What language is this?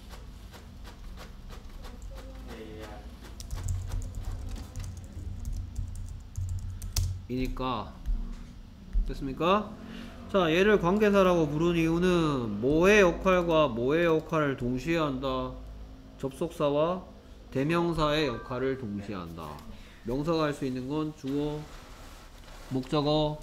Korean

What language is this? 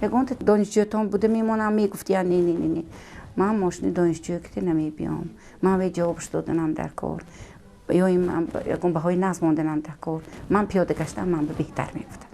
Tajik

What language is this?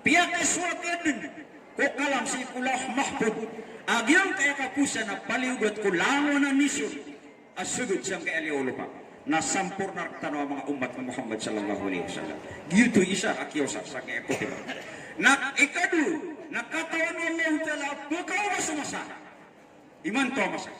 Maranao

